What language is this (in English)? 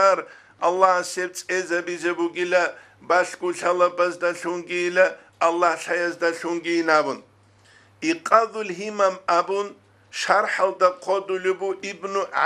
Avaric